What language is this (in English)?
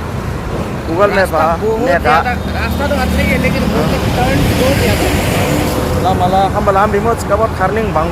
Dimasa